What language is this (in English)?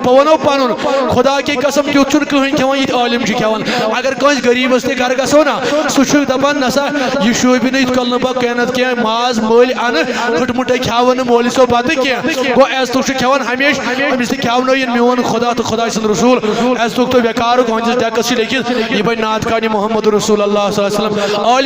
Kashmiri